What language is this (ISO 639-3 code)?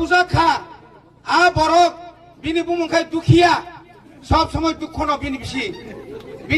trp